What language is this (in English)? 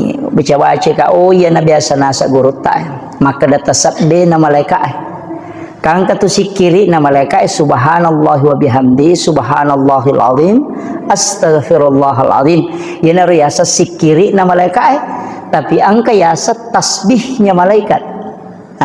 Buginese